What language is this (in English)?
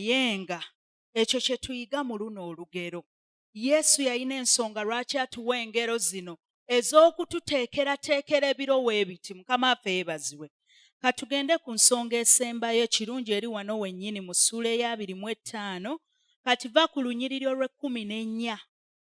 Ganda